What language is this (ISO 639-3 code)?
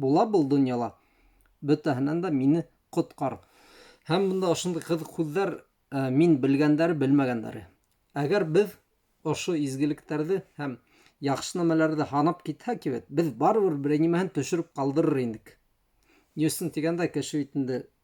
bak